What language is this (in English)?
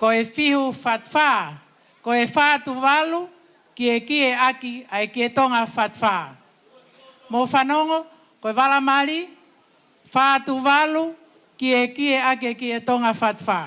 Tongan